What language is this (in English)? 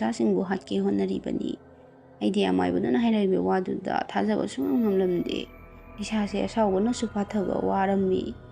Manipuri